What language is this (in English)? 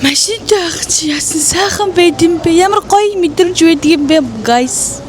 Mongolian